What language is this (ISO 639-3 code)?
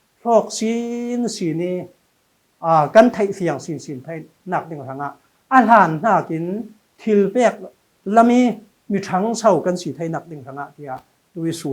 cfm